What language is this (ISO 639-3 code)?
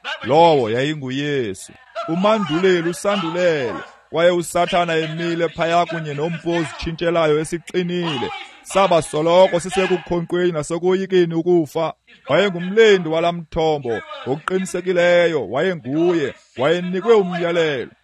xho